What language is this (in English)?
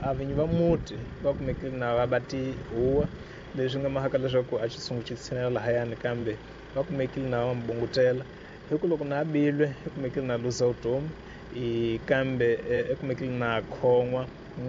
Tsonga